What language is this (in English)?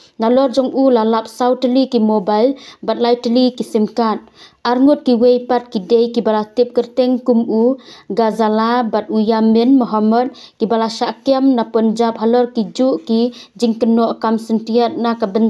Khasi